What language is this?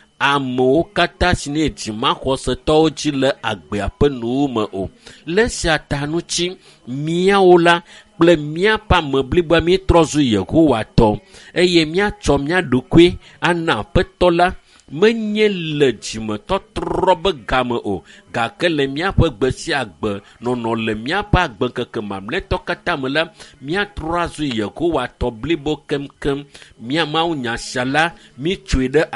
Ewe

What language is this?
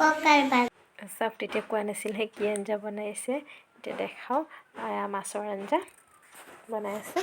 Assamese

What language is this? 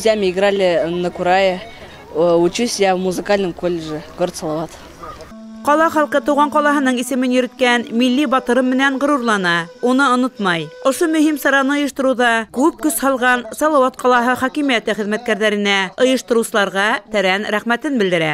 Bashkir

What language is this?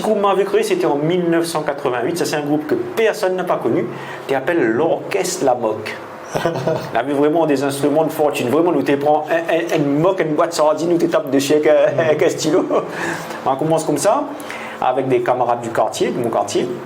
Réunion Creole French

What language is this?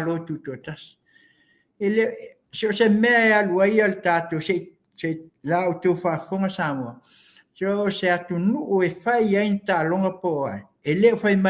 Samoan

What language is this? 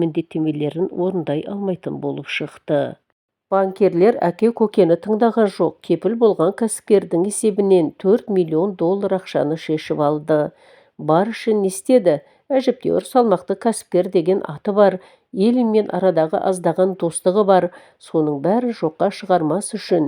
Kazakh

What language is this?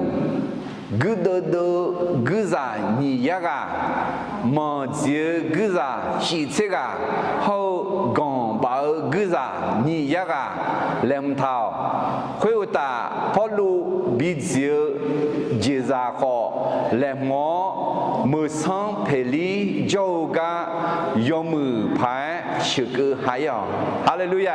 Akha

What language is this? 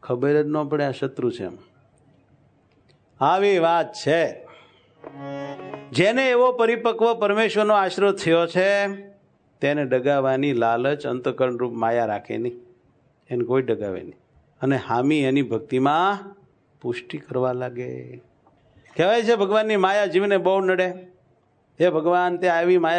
Gujarati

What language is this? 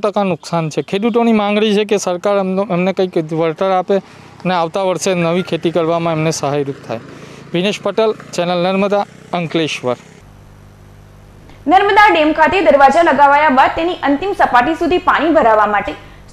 Gujarati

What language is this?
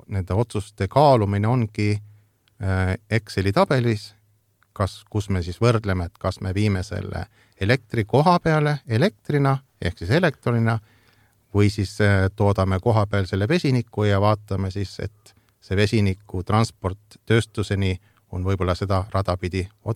Estonian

